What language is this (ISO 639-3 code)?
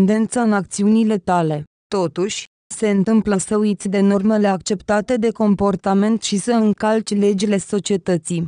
ron